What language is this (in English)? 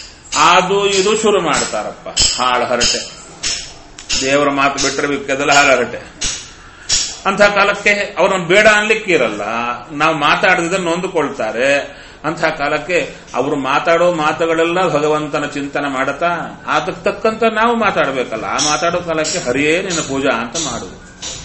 Kannada